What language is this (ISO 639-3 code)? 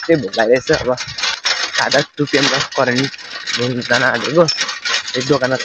nep